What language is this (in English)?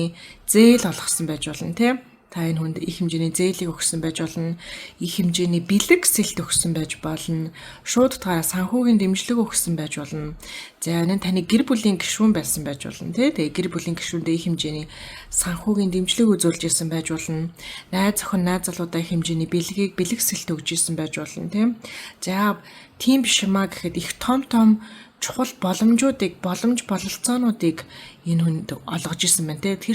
Mongolian